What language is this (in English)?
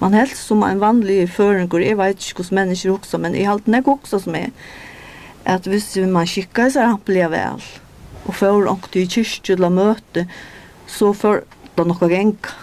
Faroese